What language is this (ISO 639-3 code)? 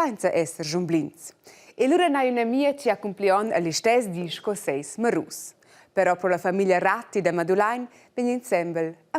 roh